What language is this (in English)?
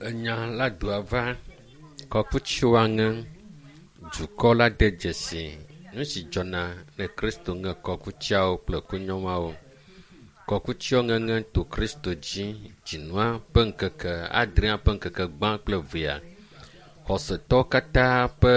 Ewe